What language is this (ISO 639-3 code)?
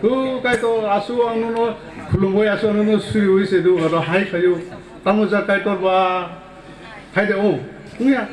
ria